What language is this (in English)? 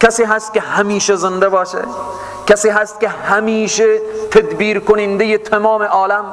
Persian